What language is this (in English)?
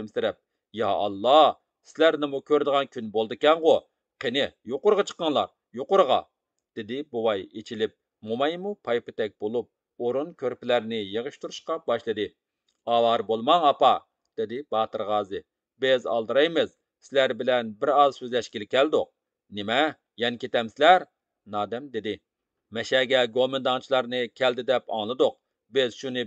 Uyghur